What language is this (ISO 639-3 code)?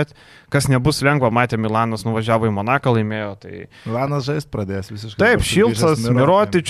lit